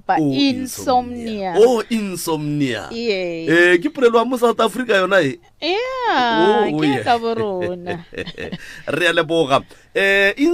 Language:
Northern Sotho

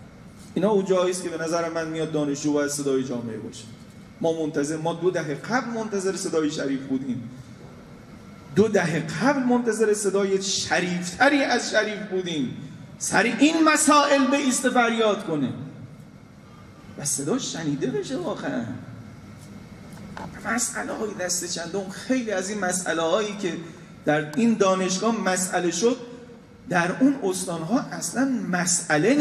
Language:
Persian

